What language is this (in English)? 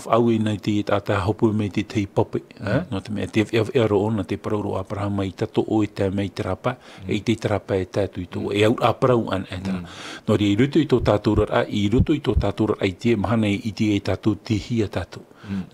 Tahitian